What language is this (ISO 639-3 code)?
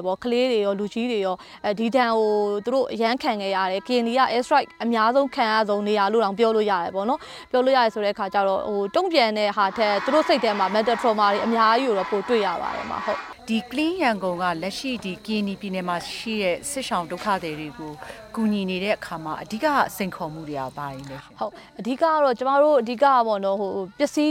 mya